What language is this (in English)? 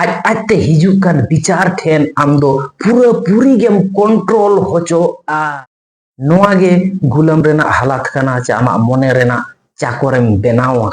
Santali